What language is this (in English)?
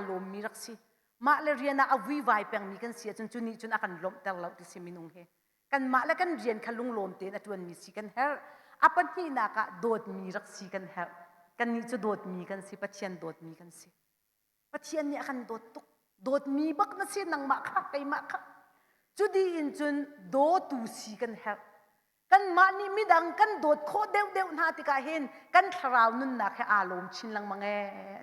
Hakha Chin